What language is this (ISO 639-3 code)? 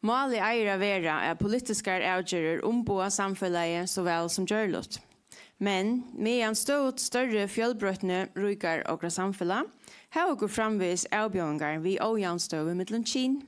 fao